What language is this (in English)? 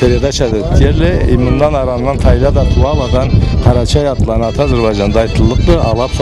Karachay-Balkar